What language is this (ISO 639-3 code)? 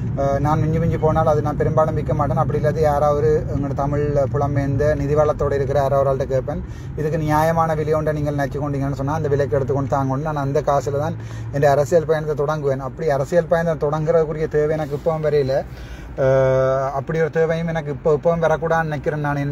tam